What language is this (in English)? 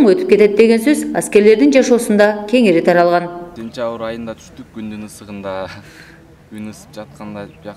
Kyrgyz